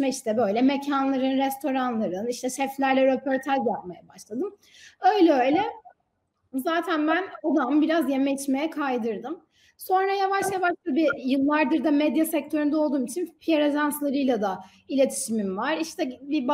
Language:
Turkish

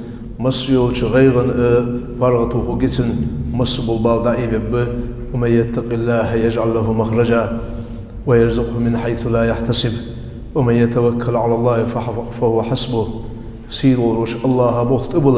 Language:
Ingush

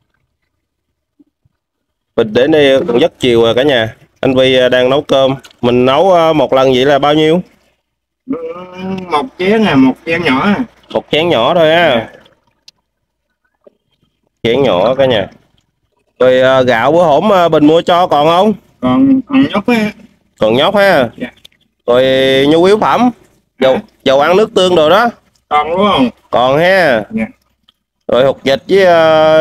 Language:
Vietnamese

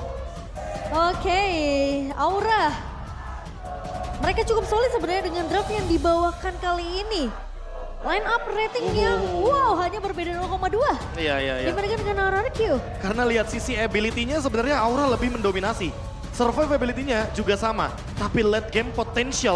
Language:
Indonesian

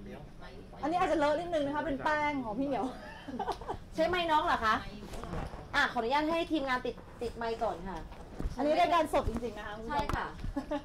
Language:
Thai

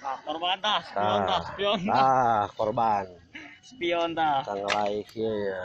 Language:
Sundanese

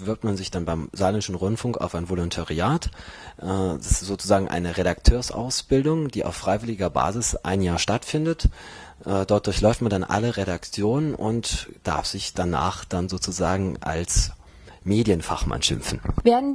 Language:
German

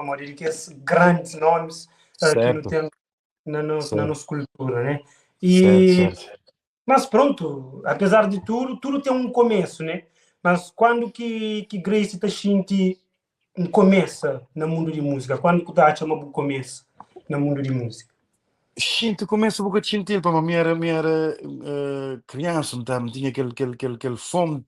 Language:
Kabuverdianu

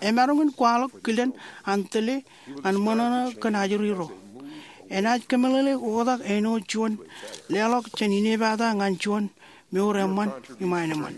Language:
Marshallese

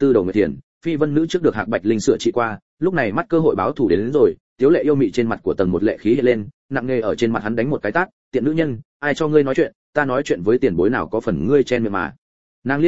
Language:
Vietnamese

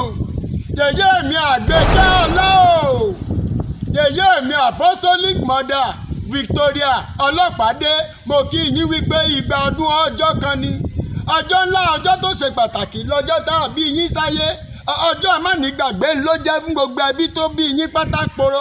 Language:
Yoruba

